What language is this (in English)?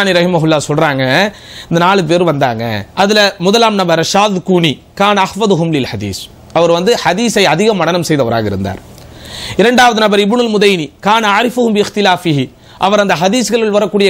Tamil